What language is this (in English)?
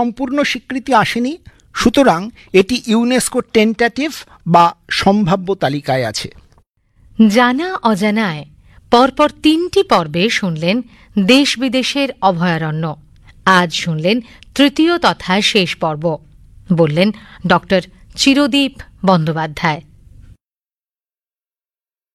Bangla